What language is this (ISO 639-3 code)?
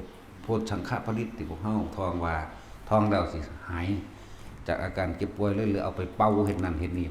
lao